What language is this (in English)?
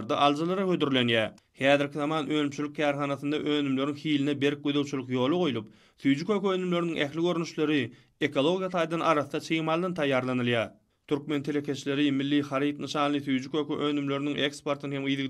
Turkmen